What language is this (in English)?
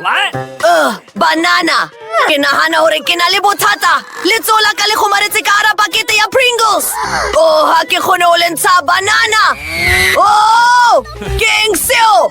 Southern Sotho